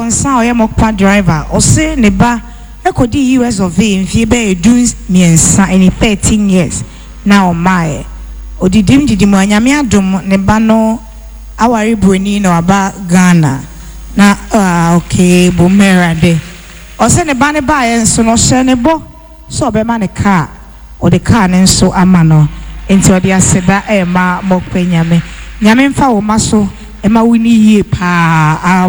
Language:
Akan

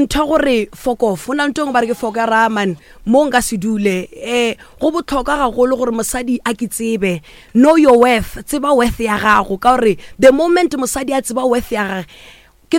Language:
Northern Sotho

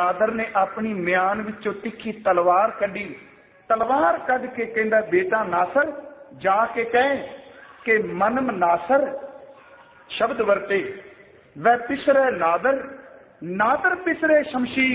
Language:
Punjabi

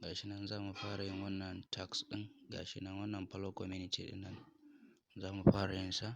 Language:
Hausa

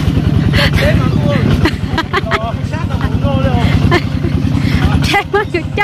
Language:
Vietnamese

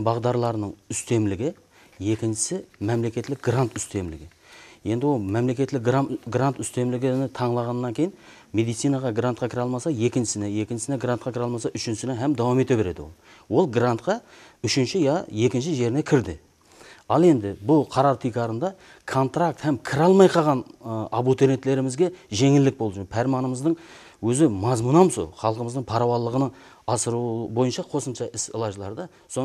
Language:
Kara-Kalpak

